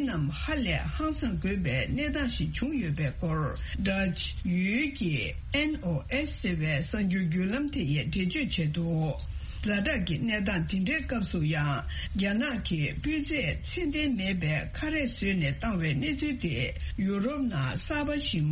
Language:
Tibetan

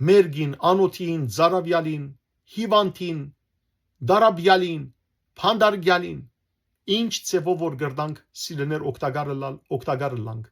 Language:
Western Armenian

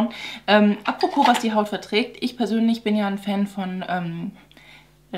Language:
German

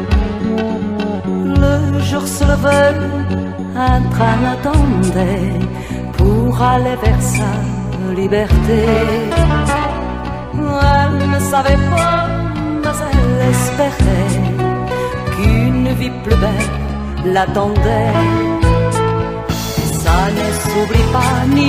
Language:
French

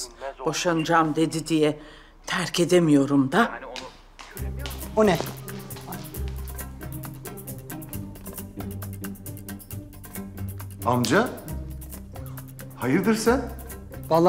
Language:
Turkish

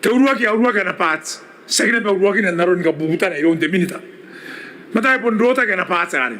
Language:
Gilbertese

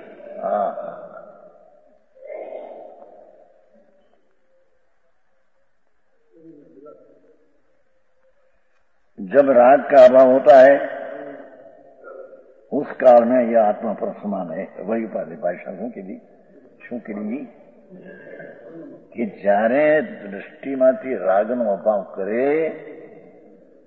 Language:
Gujarati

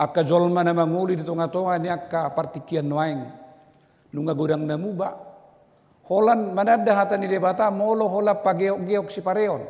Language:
Batak Toba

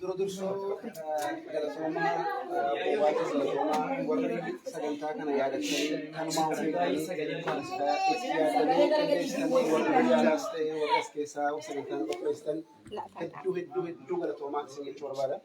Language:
Oromo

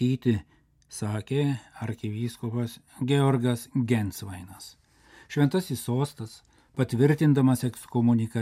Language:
Lithuanian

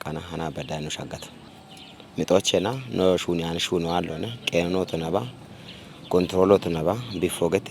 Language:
Kafa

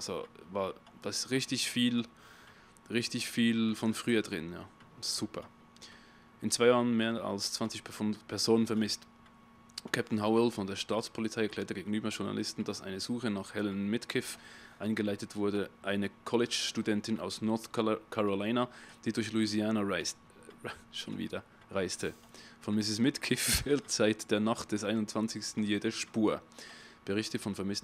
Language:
Swiss German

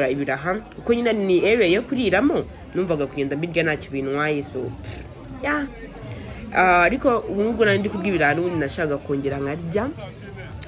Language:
Kinyarwanda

